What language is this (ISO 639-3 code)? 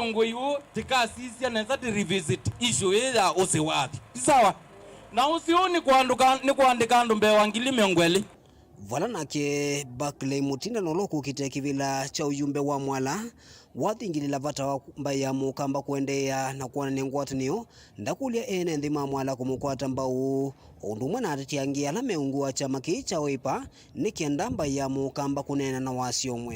kam